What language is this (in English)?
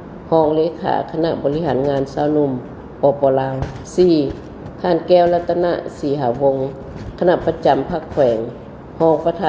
Lao